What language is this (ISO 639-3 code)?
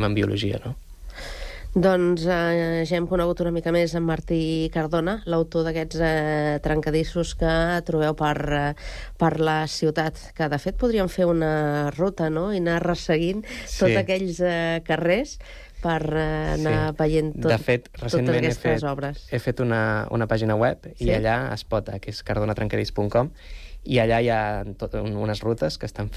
cat